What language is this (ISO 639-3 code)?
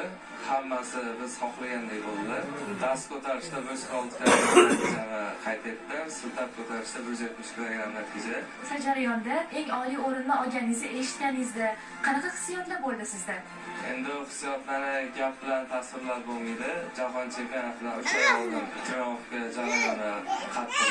uzb